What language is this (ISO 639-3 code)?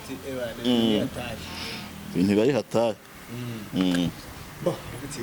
kin